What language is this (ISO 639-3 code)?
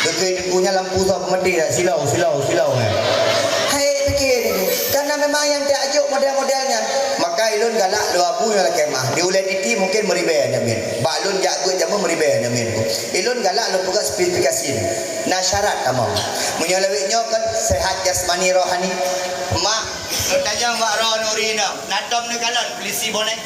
ace